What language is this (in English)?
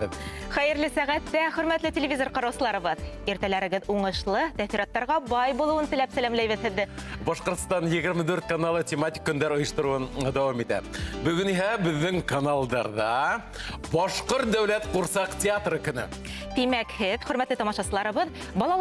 Bashkir